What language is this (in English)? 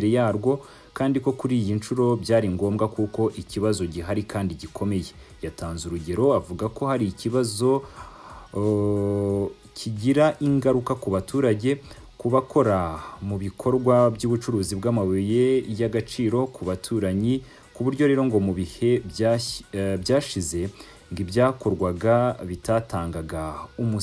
Kinyarwanda